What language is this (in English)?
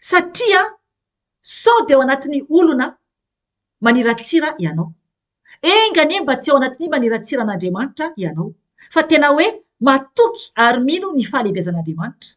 Malagasy